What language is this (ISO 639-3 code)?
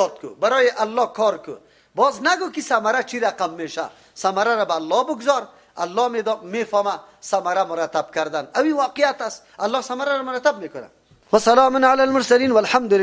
fas